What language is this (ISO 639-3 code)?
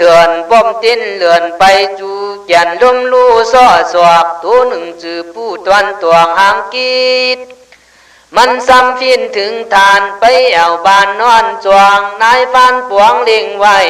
kkh